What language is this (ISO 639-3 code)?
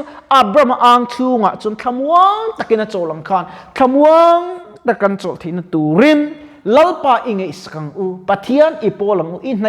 lus